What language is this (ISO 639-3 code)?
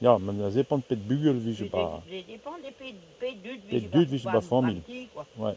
bre